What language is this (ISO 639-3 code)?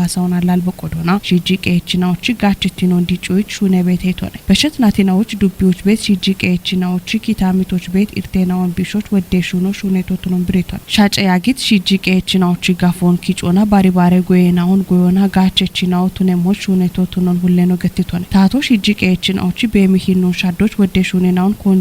kbr